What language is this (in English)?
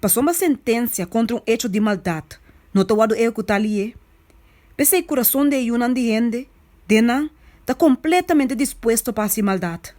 Papiamento